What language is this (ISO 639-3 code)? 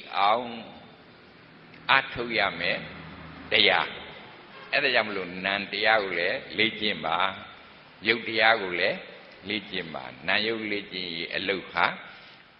mya